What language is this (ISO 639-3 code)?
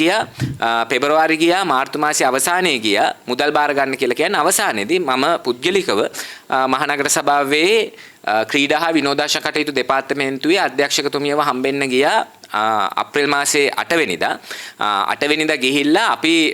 sin